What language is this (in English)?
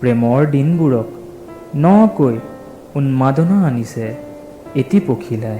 Assamese